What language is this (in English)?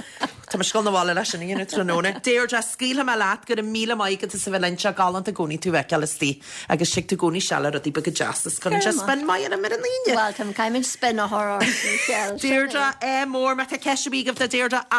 Irish